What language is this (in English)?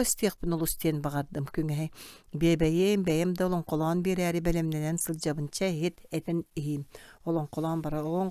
Yakut